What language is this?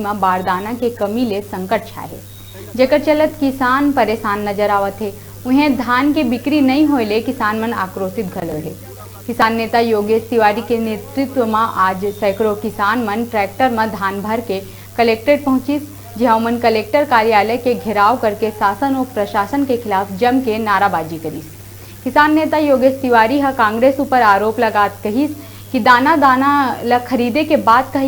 Chhattisgarhi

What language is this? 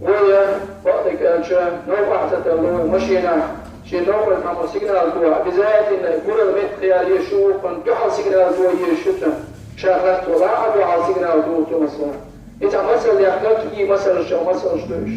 Chechen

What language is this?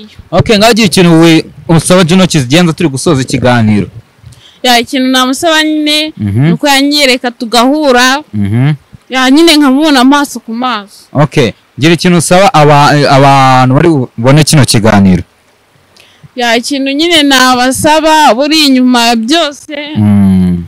Kinyarwanda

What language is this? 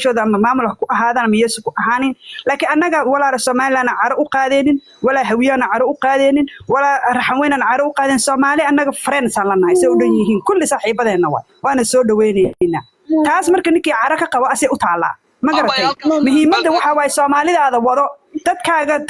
Somali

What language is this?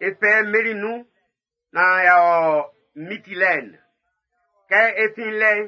Baoulé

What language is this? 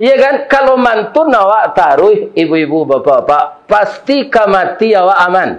Minangkabau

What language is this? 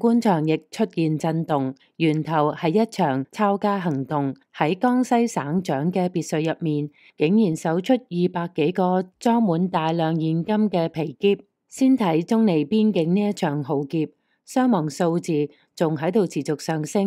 Cantonese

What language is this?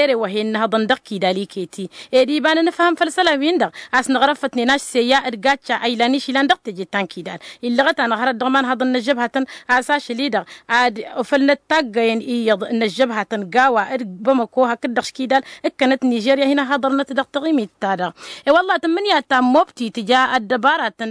Tamasheq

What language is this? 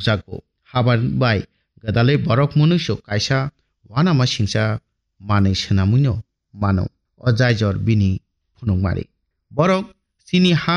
Kok Borok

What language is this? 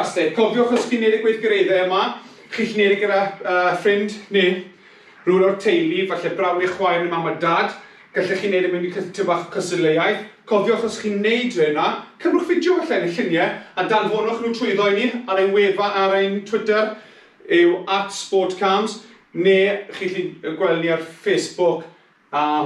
Welsh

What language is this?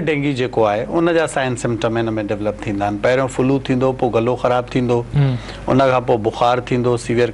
Sindhi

